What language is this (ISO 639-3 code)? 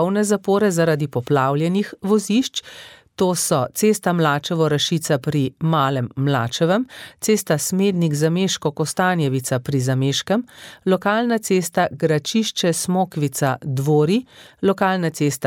slv